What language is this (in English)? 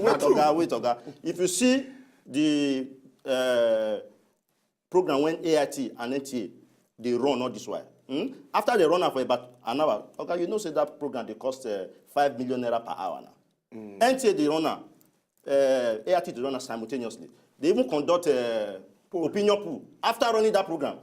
Nigerian Pidgin